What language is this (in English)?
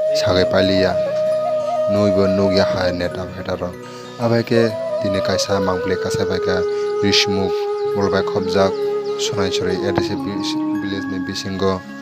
Kok Borok